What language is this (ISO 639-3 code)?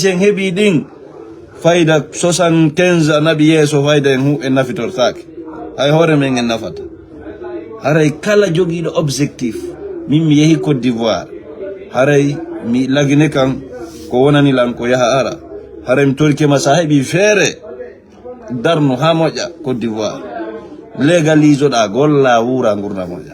ful